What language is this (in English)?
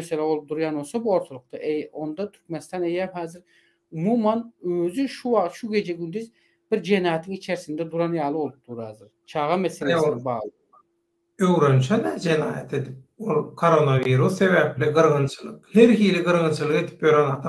Turkmen